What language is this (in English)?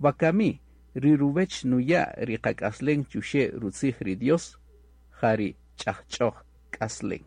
Kaqchikel